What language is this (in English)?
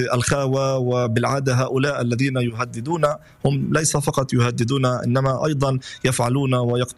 Arabic